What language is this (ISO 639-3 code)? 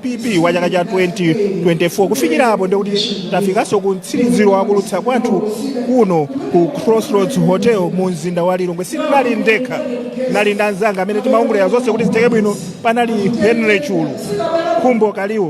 nya